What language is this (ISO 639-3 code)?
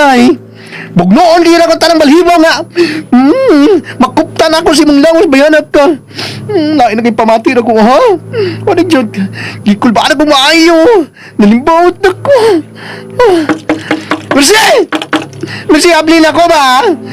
ceb